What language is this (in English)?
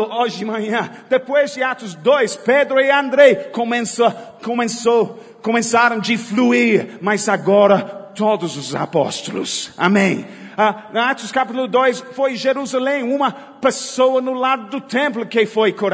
Portuguese